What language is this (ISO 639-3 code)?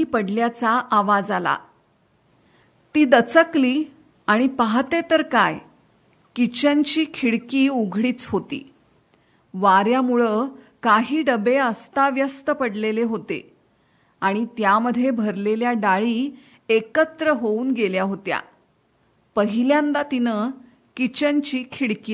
mar